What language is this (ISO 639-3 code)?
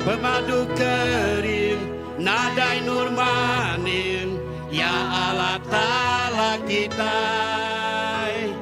iba